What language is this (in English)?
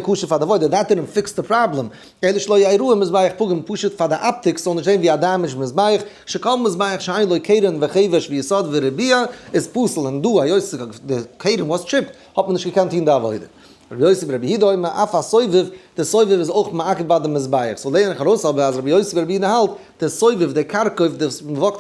Yiddish